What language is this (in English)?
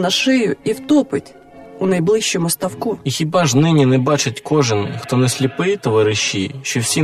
Ukrainian